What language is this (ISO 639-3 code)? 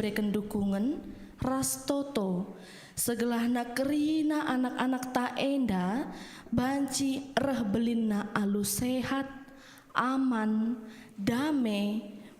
btx